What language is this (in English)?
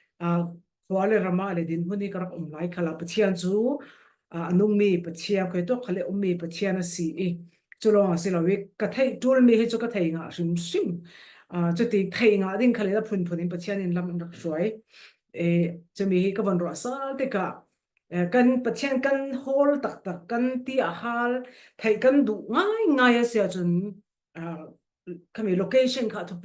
Falam Chin